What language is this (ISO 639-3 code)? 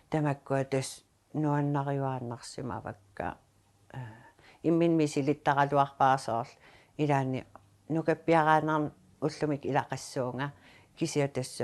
kal